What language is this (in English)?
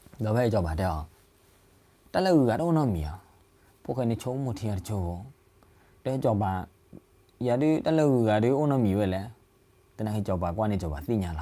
S'gaw Karen